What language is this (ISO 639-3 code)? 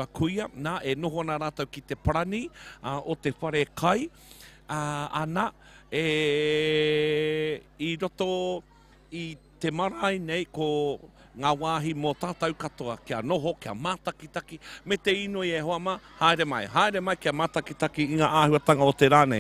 mri